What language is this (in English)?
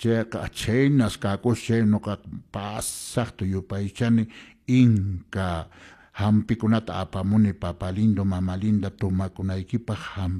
Quechua